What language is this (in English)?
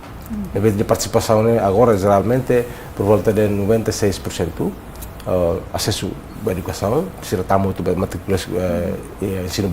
Tetum